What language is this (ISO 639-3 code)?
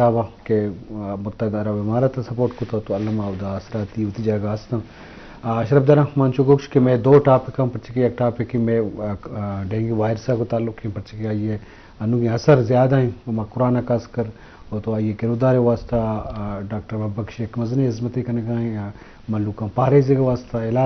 bgp